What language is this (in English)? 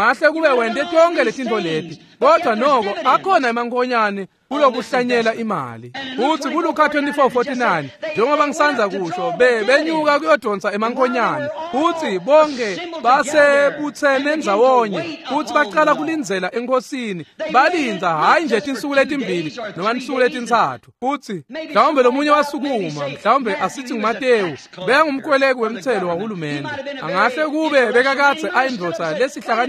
Swati